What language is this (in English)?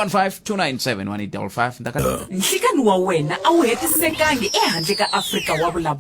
Tsonga